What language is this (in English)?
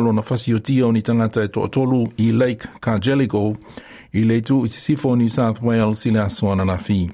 Samoan